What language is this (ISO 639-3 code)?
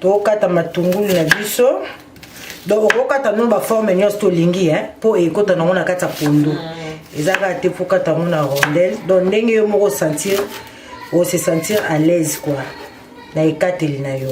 lin